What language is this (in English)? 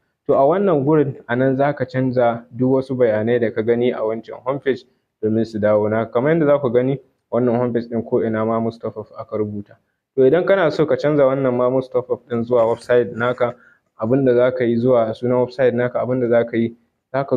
Hausa